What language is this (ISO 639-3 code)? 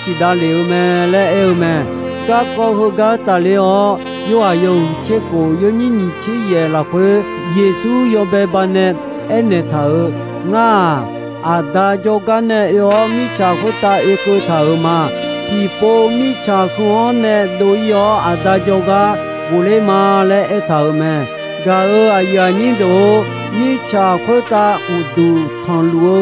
ahk